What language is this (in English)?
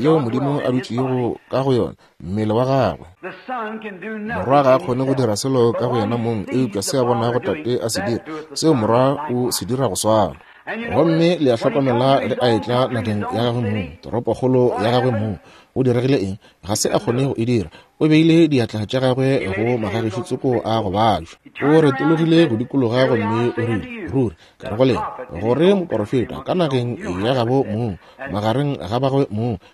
Northern Sotho